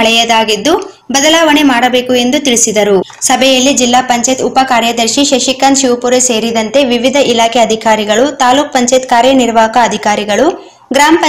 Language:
Kannada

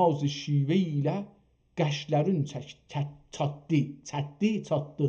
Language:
South Azerbaijani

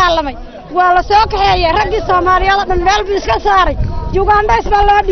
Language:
Somali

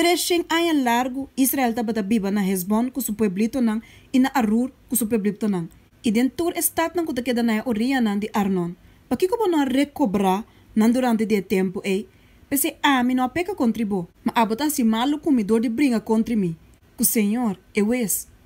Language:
Papiamento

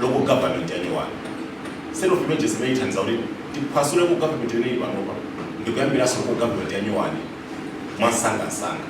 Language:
Nyanja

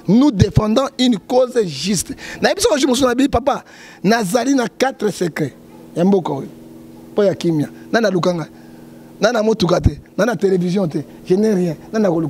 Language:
Lingala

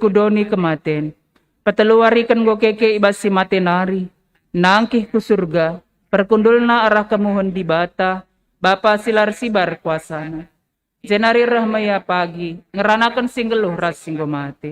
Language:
Batak Karo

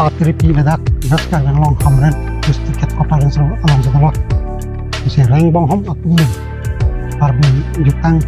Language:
Karbi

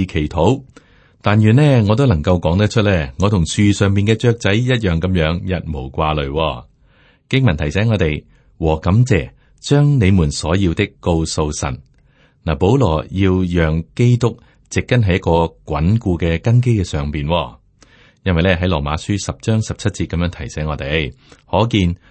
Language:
Cantonese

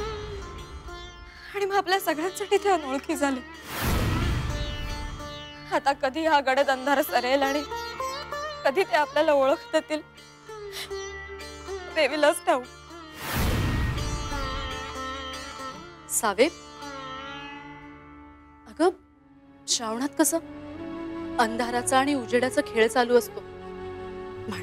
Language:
Marathi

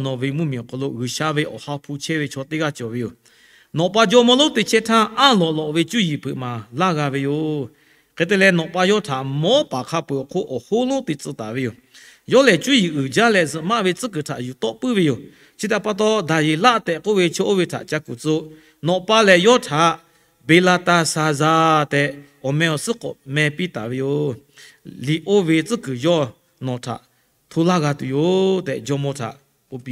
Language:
Lahu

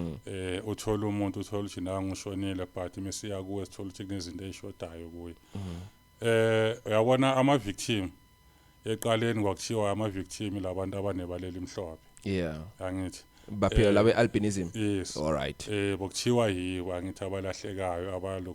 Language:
Zulu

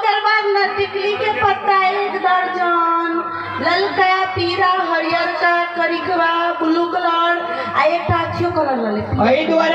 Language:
Maithili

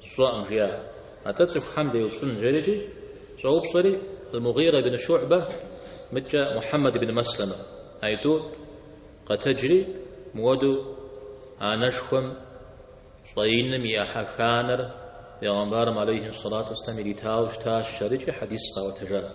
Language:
Kabardian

